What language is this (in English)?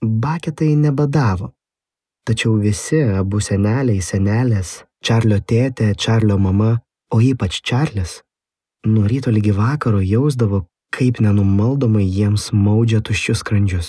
Lithuanian